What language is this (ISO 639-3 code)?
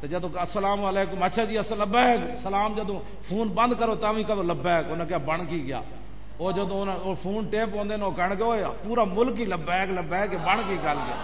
lah